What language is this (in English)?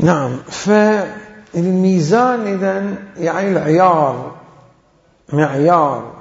Mesopotamian Arabic